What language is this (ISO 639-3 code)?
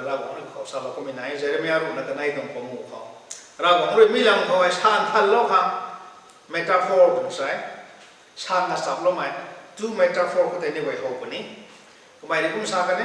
nbu